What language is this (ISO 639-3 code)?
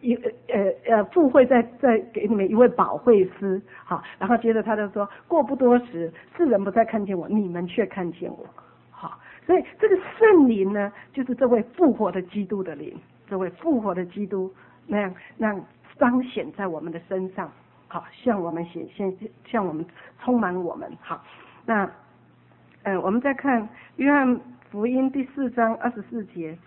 zho